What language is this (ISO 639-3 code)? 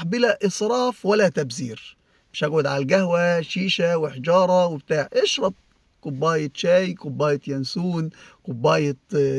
arz